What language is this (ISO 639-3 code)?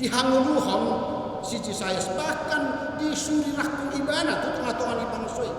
bbc